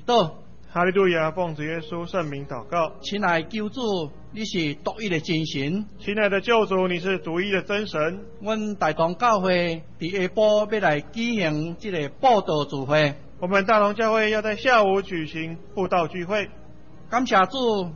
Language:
Min Nan Chinese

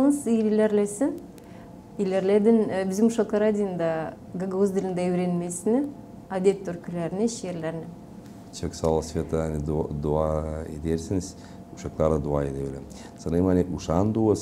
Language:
Gagauz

